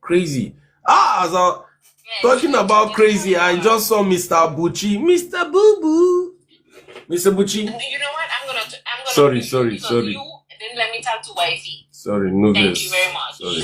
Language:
Nigerian Pidgin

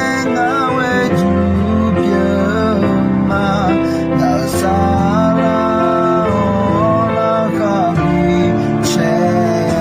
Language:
Akha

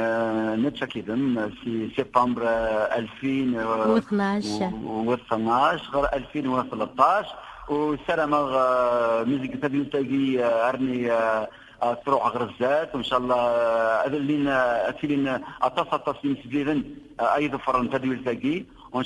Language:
Kabyle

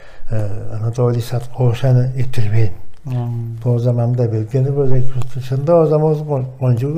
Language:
Tuvinian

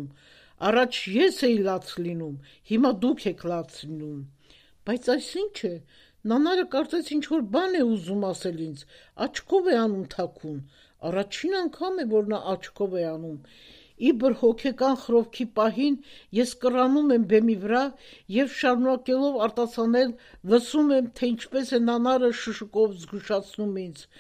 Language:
Armenian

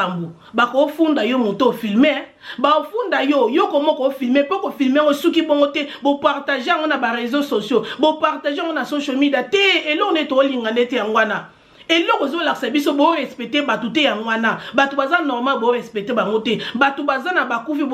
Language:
Lingala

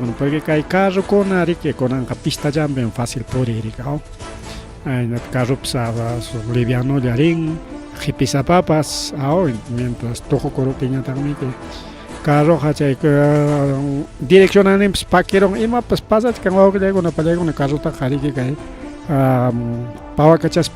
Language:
Ayacucho Quechua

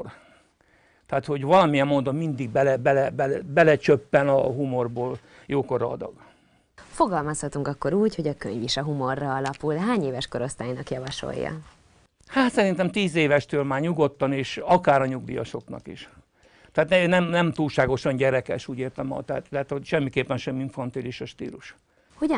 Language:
Hungarian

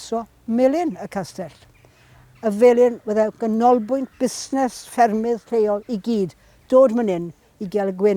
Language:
Welsh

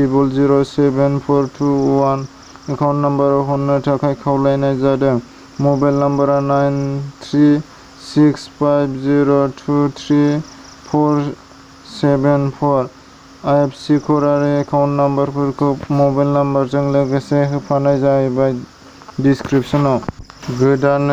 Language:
Bodo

